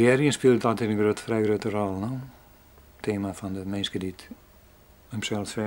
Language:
Western Frisian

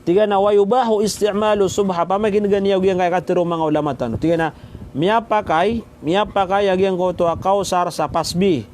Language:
Maranao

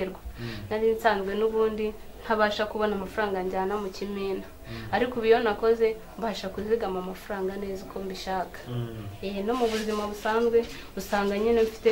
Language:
Kinyarwanda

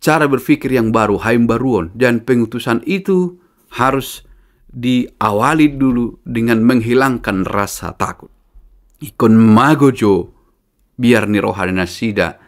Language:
Batak Toba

